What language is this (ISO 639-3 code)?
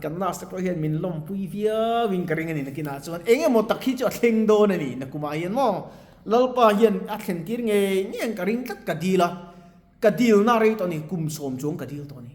lus